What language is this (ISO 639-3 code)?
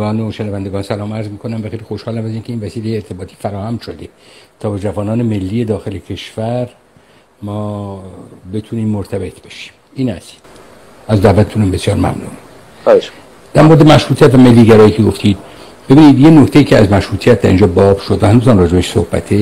fas